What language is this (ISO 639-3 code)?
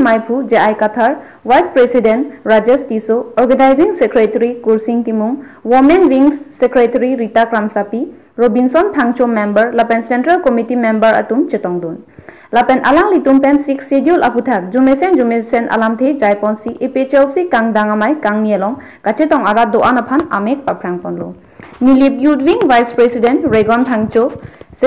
mjw